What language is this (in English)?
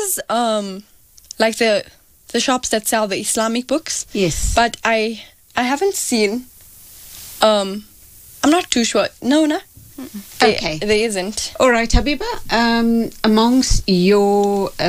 English